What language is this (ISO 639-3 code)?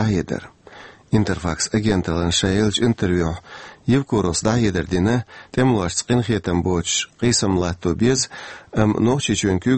che